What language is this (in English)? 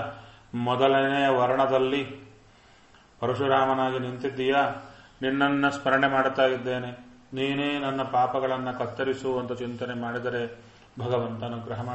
Kannada